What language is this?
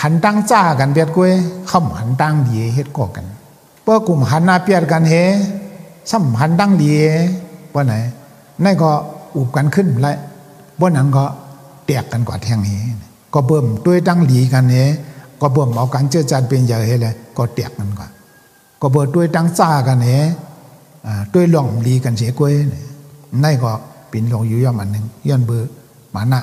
Shan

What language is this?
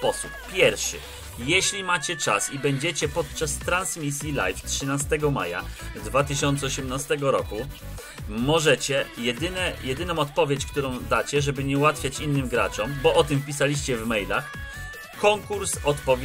Polish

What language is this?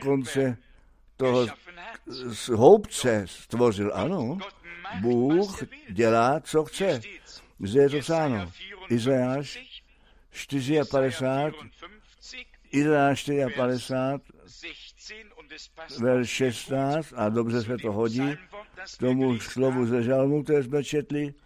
Czech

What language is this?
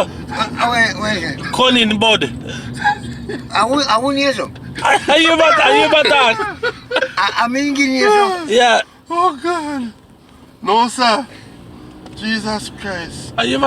Jamaican Creole English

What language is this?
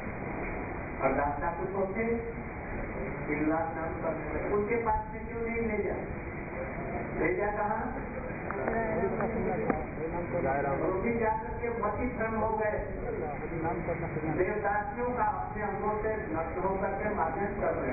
Hindi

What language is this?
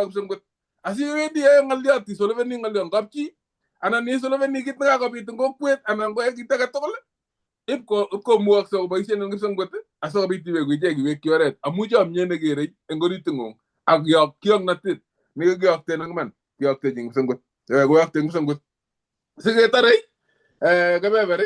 Kalenjin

